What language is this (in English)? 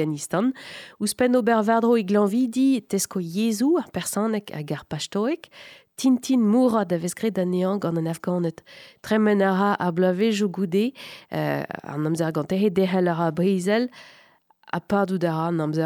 Breton